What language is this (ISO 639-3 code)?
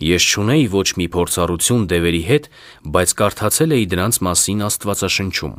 hye